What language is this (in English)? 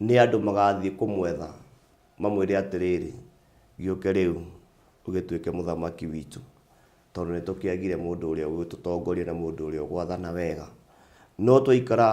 Kikuyu